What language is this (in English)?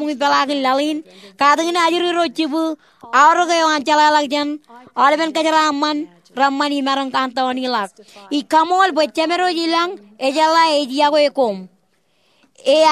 Marshallese